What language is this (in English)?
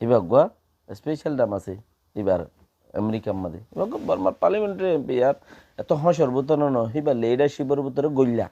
Rohingya